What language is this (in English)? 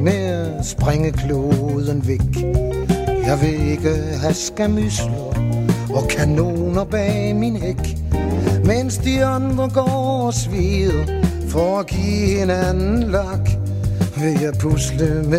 Danish